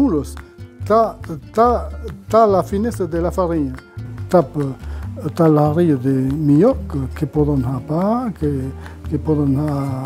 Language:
Occitan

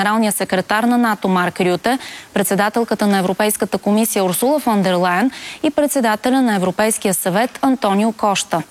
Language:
Bulgarian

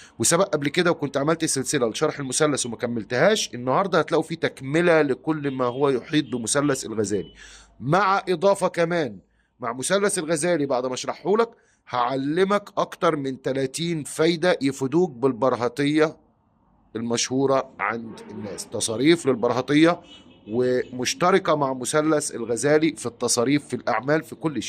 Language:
Egyptian Arabic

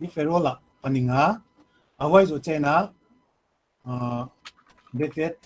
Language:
Paite Chin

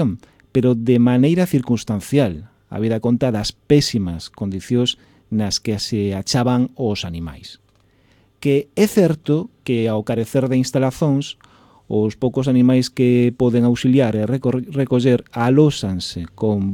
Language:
Galician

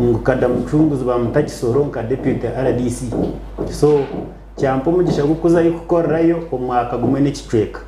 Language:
Nyankole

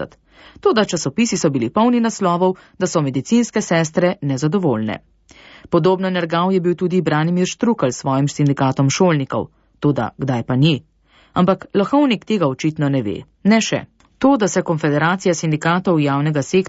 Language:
Slovenian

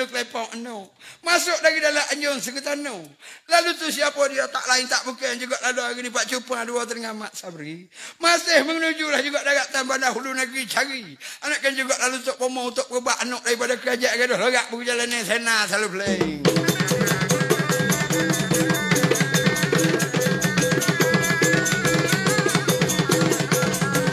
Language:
Pattani Malay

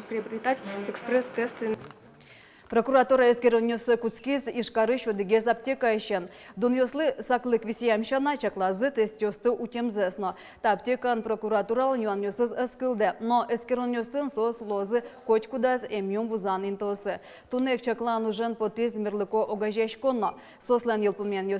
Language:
Udmurt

